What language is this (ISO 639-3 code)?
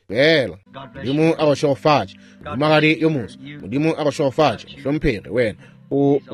nso